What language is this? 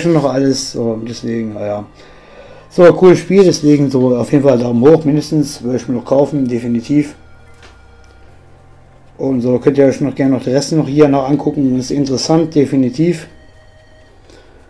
German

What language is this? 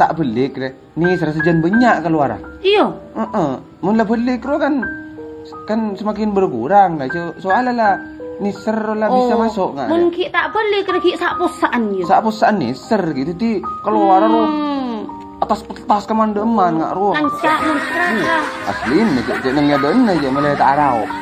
Madurese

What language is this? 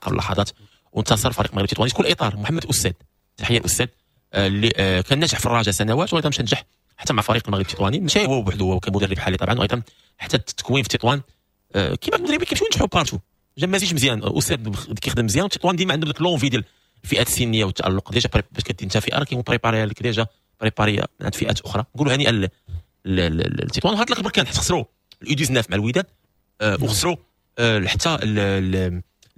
Moroccan Arabic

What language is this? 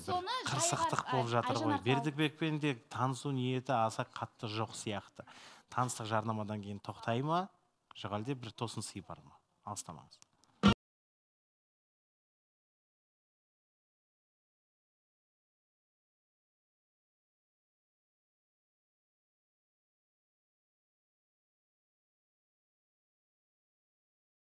Kazakh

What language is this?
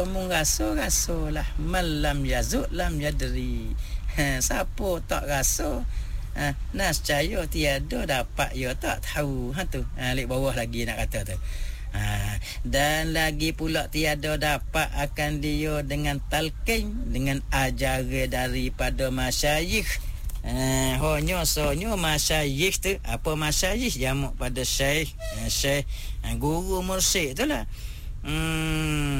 Malay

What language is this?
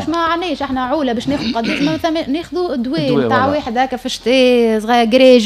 Tunisian Arabic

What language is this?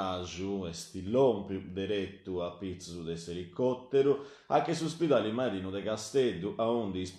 Sardinian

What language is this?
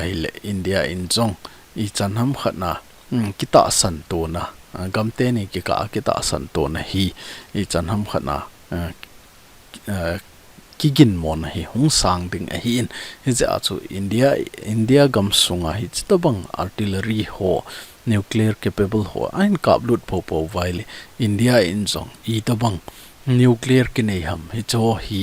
Thado Chin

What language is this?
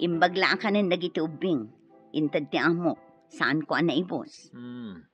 Iloko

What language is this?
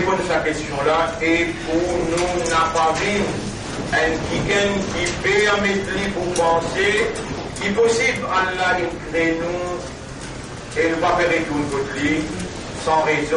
Morisyen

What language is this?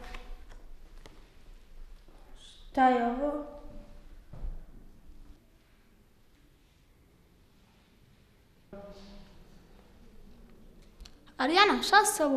Bosnian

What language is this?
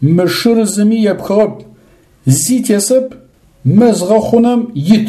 Adyghe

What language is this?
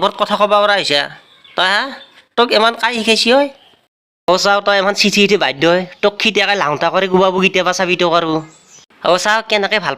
Assamese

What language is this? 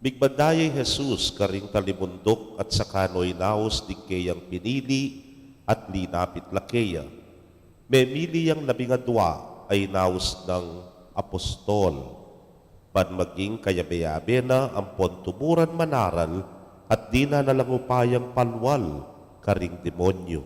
Pampanga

